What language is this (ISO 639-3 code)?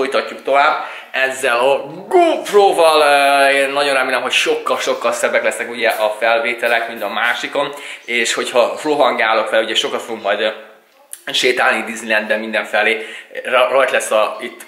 hun